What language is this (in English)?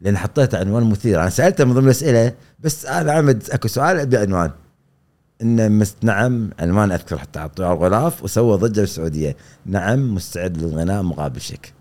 Gulf Arabic